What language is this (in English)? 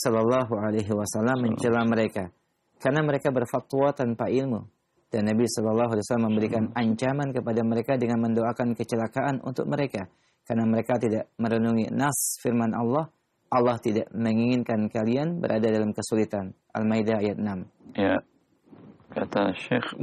Indonesian